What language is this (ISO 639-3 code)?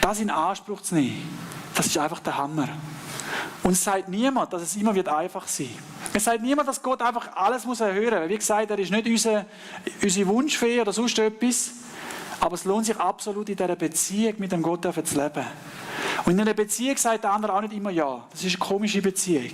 gsw